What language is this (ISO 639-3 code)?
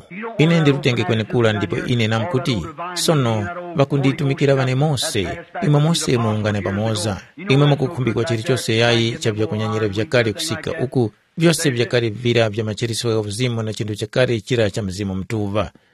tum